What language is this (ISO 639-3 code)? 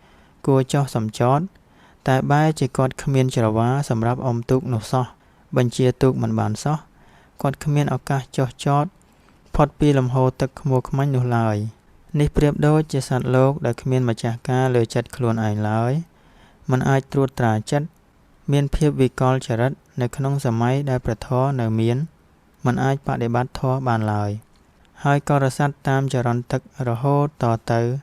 khm